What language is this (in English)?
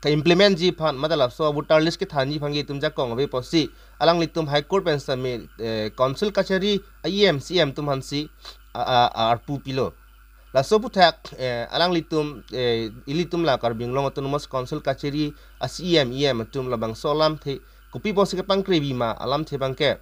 Karbi